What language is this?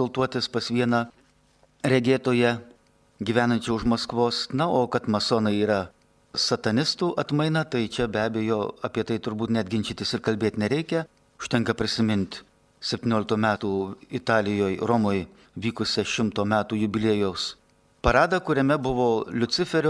Lithuanian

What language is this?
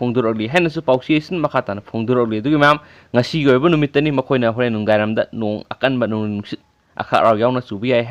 Manipuri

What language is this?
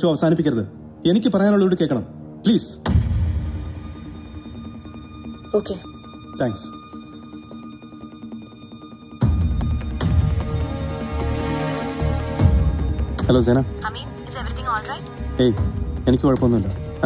Malayalam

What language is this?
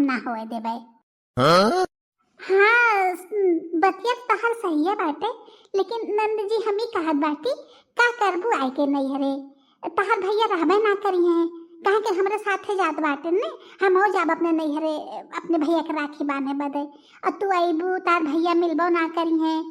Bhojpuri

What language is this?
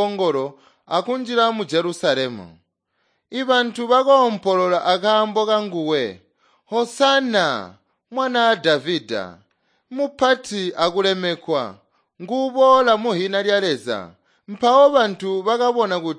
Tonga (Zambia)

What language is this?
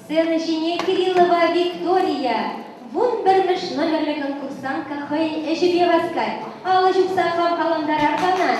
Chuvash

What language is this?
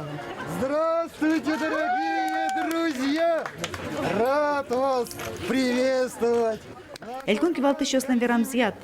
Udmurt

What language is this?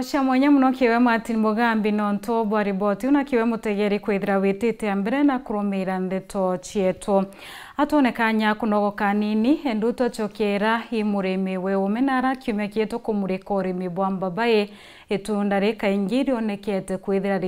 Meru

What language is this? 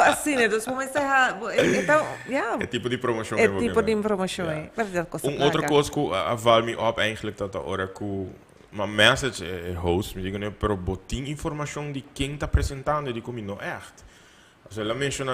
Papiamento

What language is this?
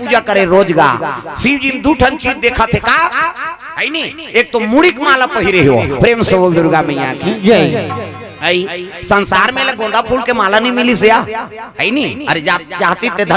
Chhattisgarhi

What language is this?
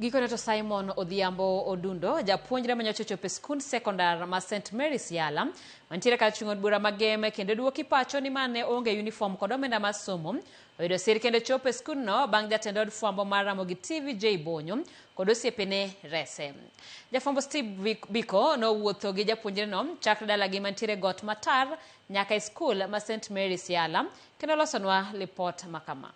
Luo (Kenya and Tanzania)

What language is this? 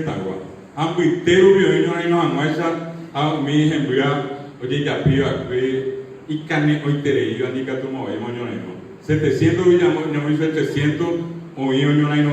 Guarani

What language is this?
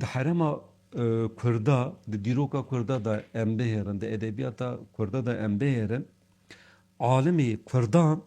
Kurdish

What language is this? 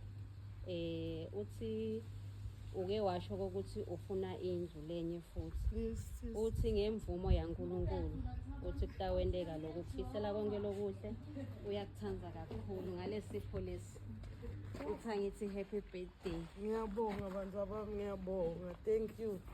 Swati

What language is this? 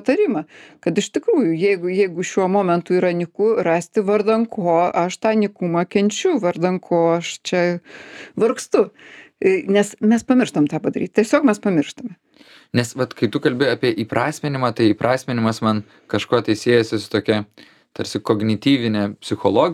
Lithuanian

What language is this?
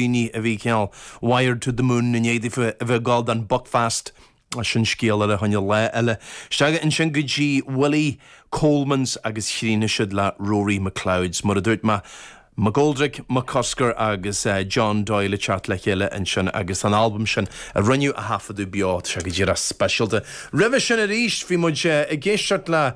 Irish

